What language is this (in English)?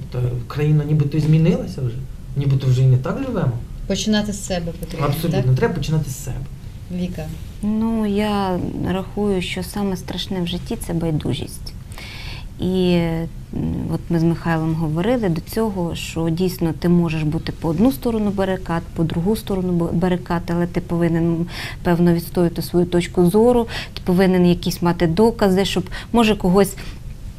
Ukrainian